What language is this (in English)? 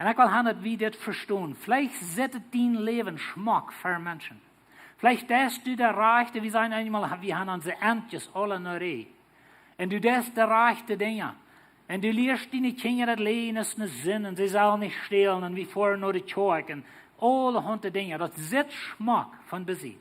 Plautdietsch